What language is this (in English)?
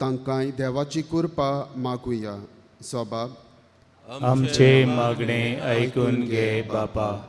Konkani